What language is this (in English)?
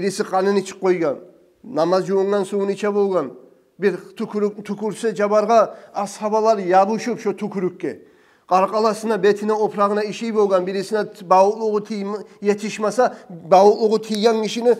Kumyk